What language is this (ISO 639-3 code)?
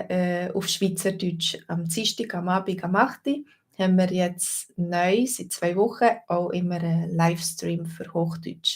gsw